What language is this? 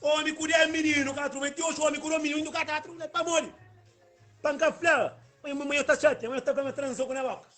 Kabuverdianu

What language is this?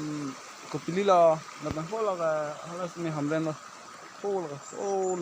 Karbi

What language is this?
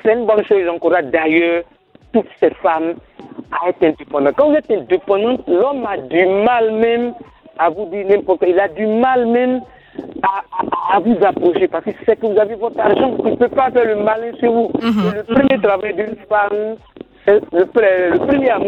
French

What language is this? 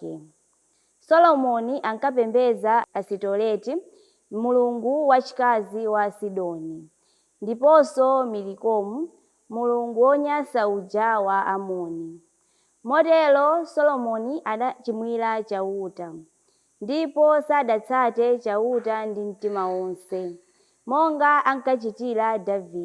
Nyanja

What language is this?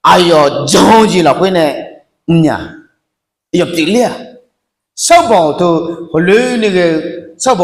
Akha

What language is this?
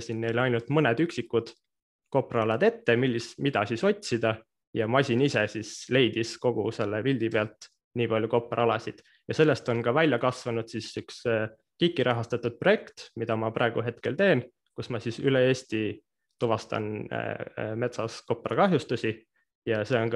Estonian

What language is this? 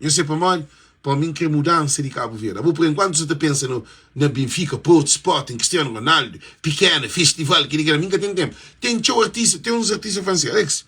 Kabuverdianu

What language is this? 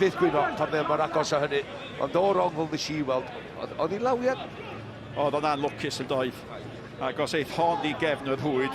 Welsh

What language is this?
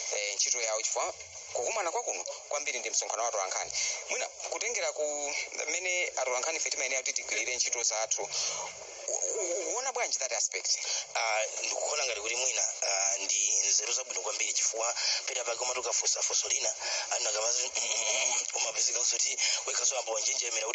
Nyanja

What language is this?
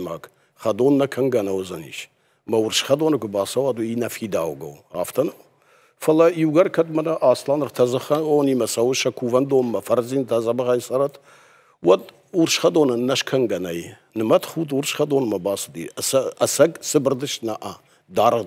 Ossetic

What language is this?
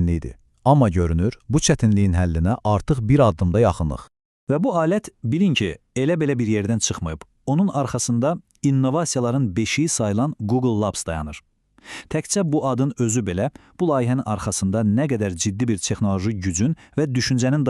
Azerbaijani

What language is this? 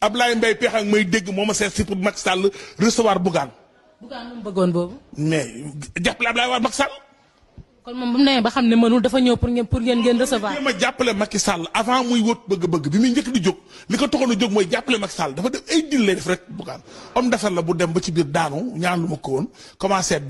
Wolof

